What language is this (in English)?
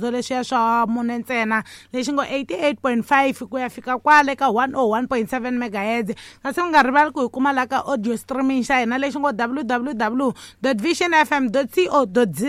Tsonga